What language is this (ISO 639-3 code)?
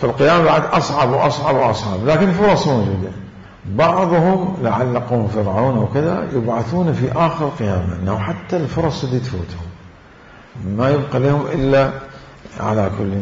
acm